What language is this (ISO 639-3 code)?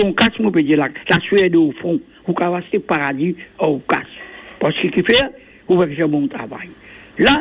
mfe